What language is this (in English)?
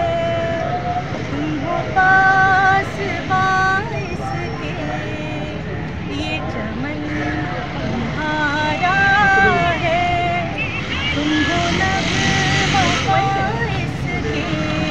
Urdu